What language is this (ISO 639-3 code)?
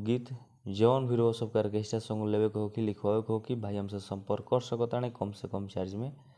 bho